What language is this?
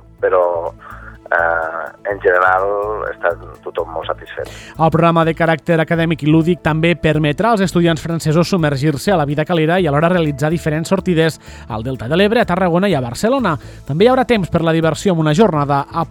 Catalan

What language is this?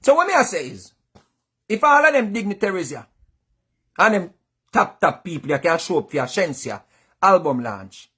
Jamaican Creole English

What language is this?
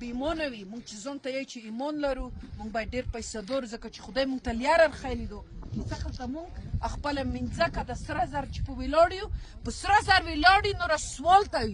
Pashto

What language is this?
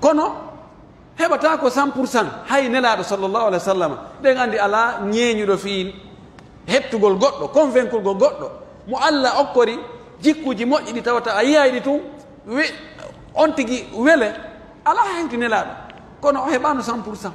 Pular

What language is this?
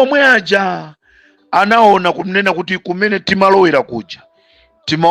Nyanja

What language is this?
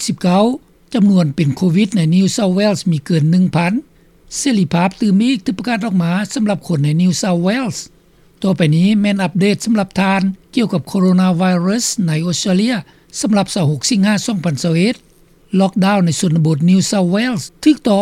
Lao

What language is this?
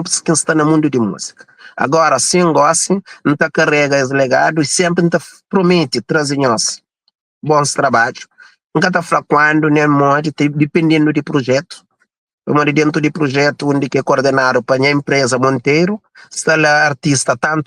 Kabuverdianu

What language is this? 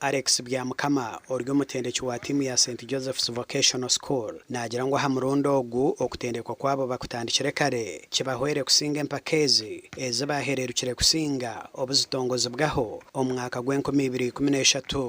Nyankole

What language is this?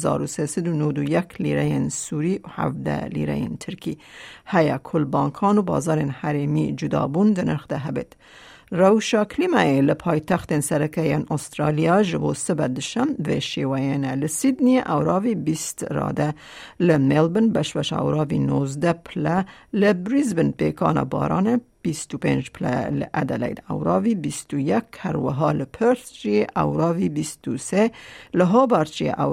Kurdish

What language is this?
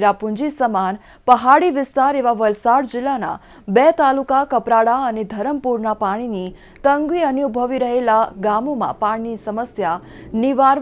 Gujarati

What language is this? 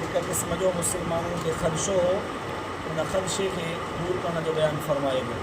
Sindhi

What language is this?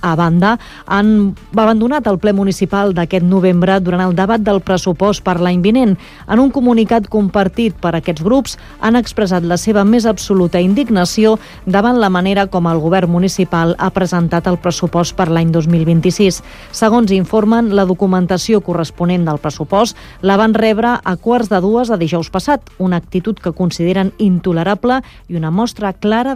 Catalan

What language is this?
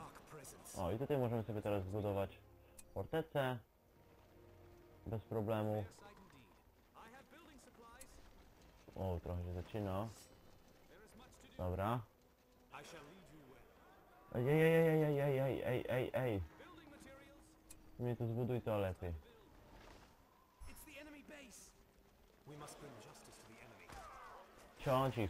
Polish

